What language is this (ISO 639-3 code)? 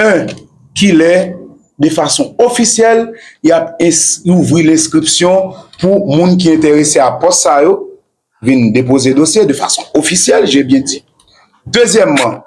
hat